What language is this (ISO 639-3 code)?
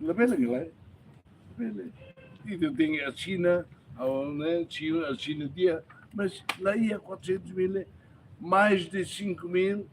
tet